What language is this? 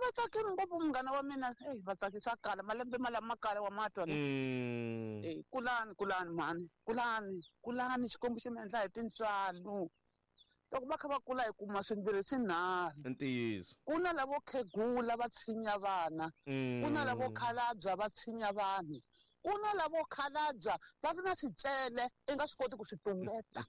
Tsonga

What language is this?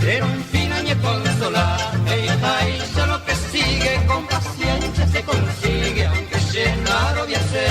Guarani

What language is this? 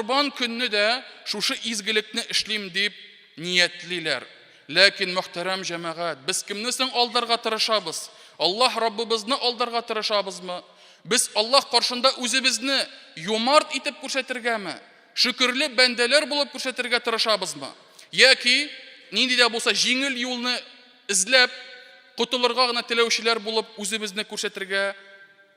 Tatar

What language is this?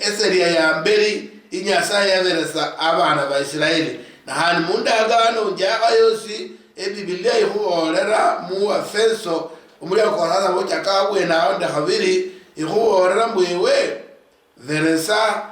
Luyia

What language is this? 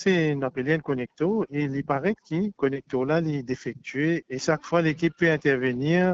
Morisyen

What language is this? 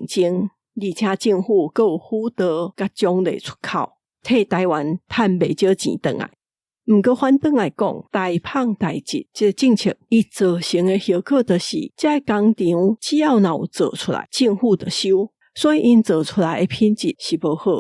Min Nan Chinese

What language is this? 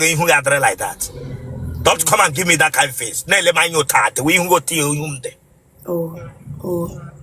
Igbo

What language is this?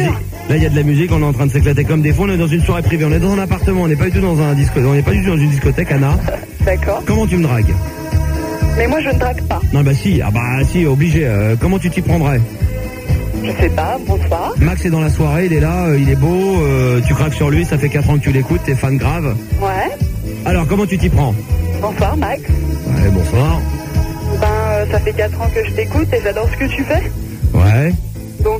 French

